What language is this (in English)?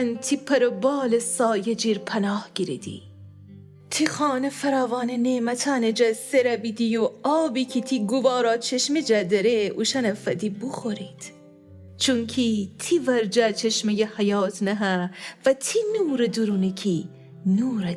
Gilaki